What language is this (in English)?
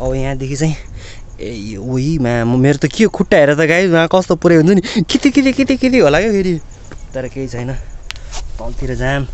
Nepali